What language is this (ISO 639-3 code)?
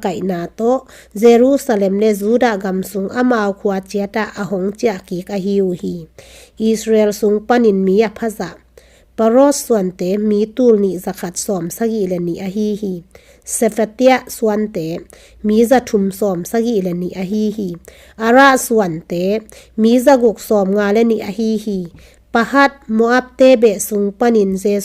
ctd